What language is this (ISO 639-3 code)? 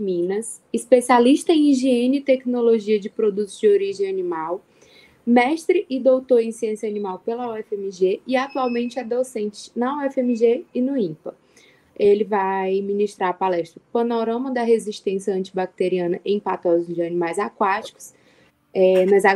por